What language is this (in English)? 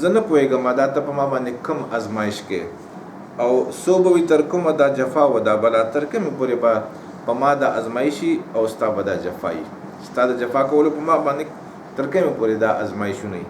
Pashto